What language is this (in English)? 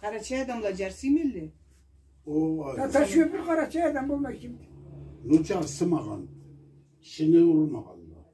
Karachay-Balkar